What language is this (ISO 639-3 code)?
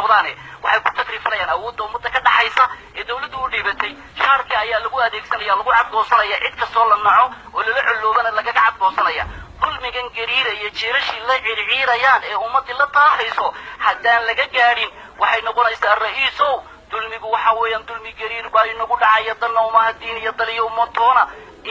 som